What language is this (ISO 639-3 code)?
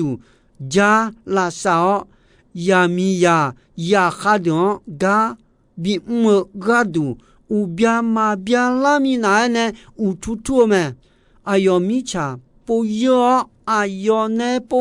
ahk